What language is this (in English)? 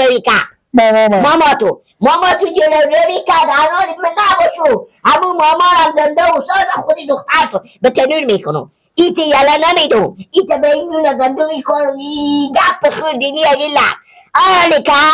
Persian